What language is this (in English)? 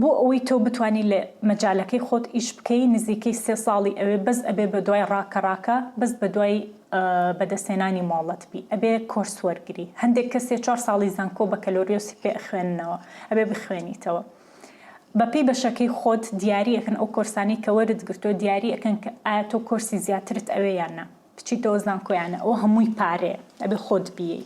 Central Kurdish